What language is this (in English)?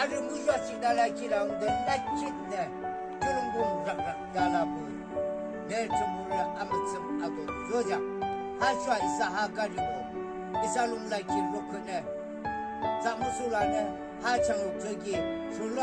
Yimchungru Naga